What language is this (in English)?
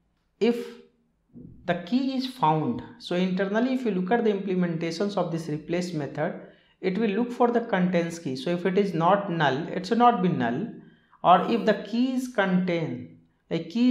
English